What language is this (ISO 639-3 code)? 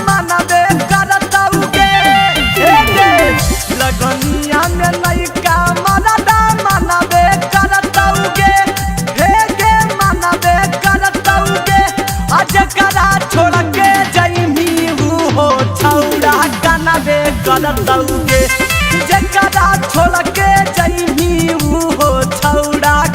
mag